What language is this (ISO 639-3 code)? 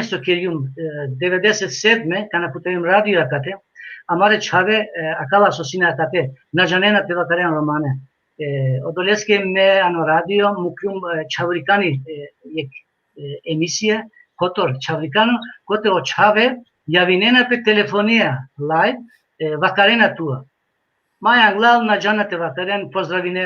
rmn